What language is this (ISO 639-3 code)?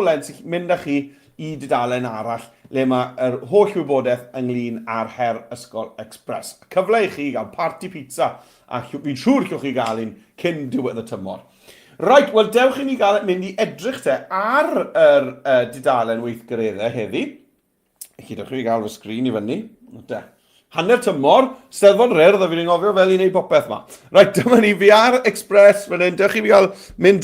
cym